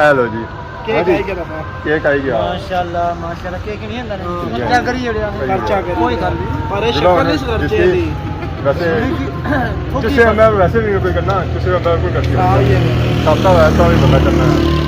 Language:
Pahari-Potwari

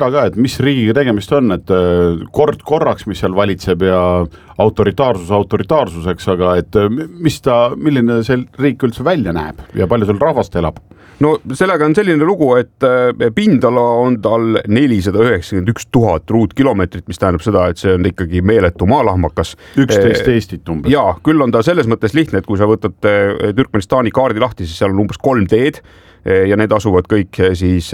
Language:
Estonian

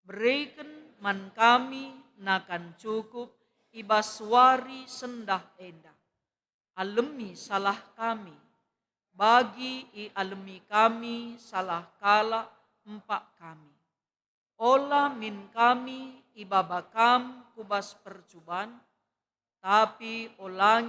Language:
Batak Karo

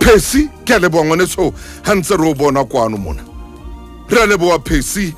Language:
Southern Sotho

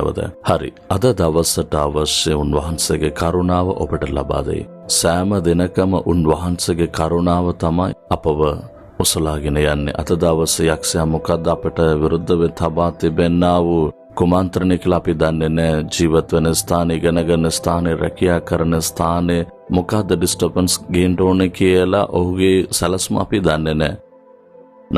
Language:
Sinhala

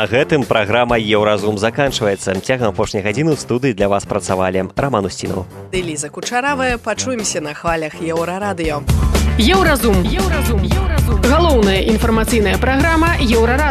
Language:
Belarusian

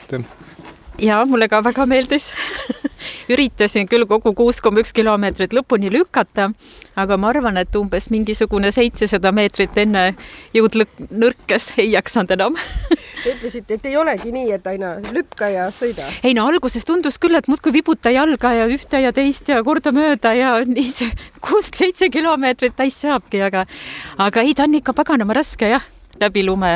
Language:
Estonian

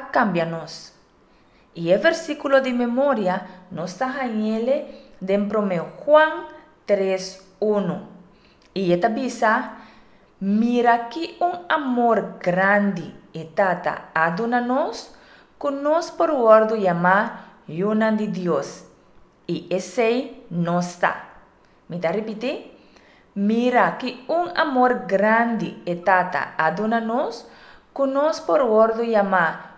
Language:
Papiamento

